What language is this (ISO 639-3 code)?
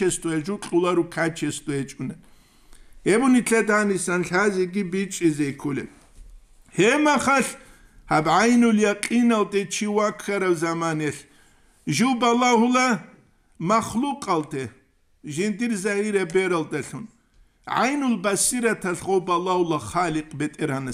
ava